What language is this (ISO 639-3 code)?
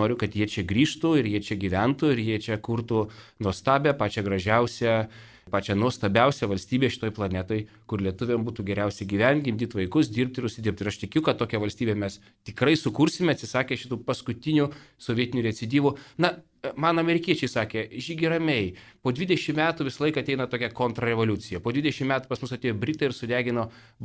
lit